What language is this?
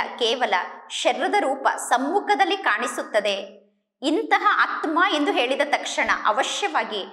Kannada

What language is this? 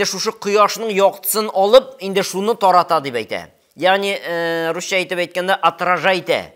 Tatar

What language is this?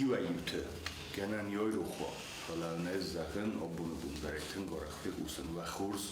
Ossetic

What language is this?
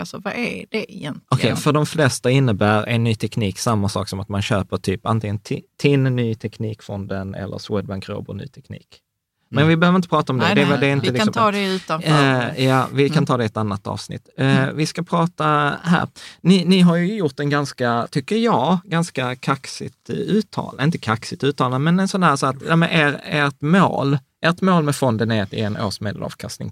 Swedish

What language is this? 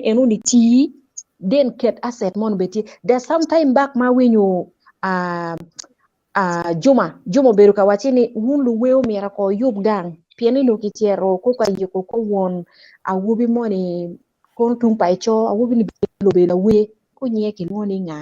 Acoli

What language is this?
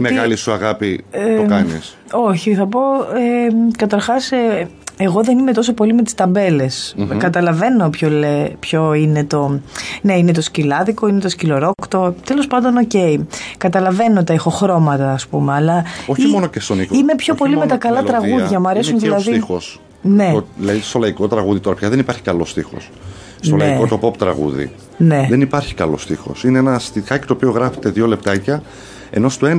Greek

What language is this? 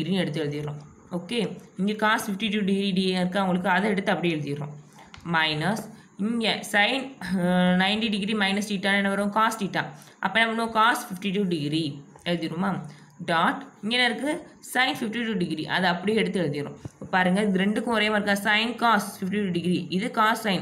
Tamil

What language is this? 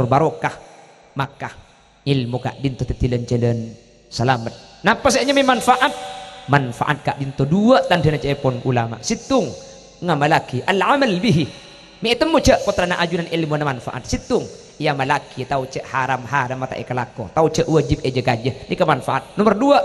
Madurese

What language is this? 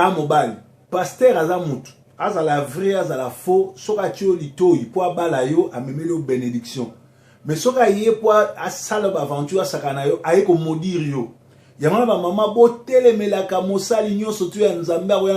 Lingala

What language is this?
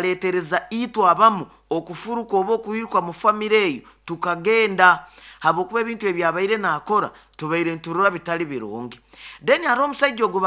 Nyoro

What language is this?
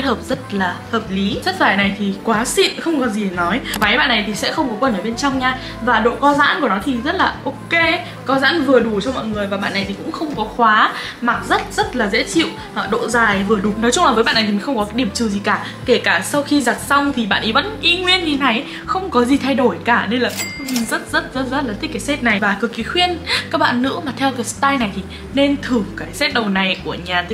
Vietnamese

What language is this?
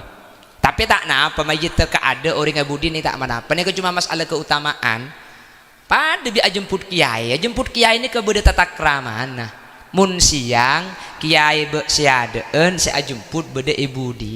Madurese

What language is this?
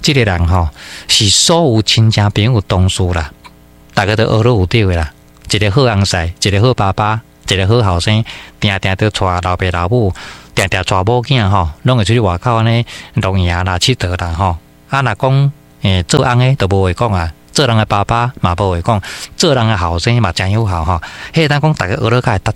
Min Nan Chinese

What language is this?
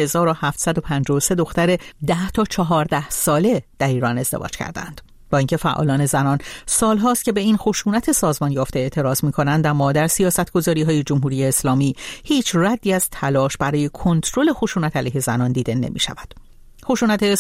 Persian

